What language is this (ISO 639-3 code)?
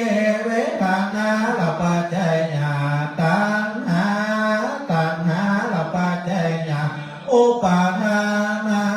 pli